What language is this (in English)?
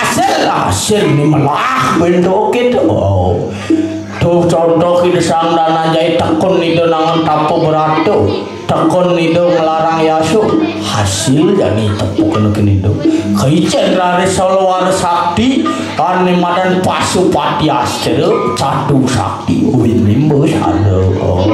Balinese